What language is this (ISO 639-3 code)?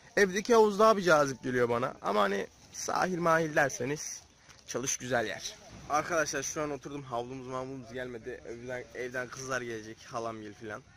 tur